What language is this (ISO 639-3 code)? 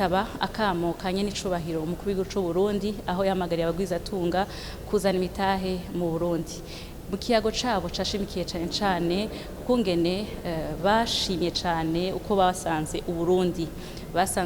run